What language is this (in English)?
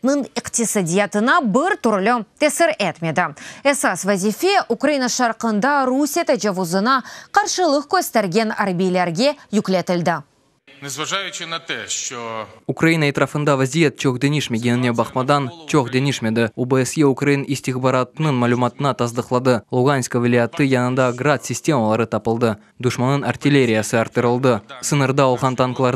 Crimean Tatar